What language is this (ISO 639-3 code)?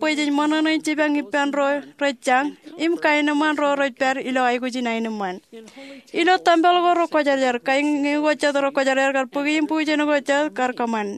mah